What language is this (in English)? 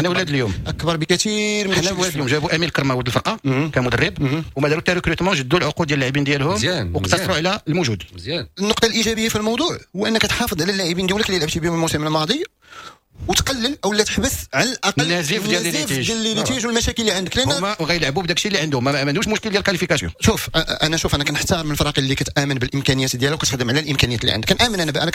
Moroccan Arabic